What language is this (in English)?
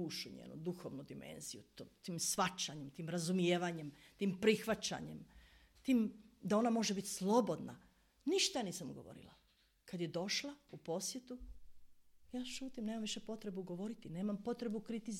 Croatian